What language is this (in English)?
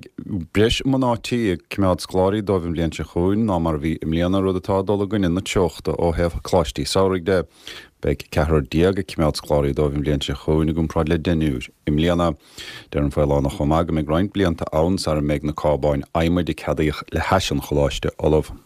Irish